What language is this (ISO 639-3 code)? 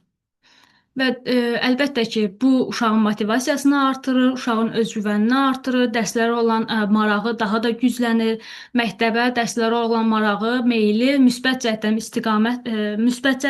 aze